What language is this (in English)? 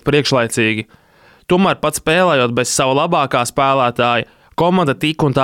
Latvian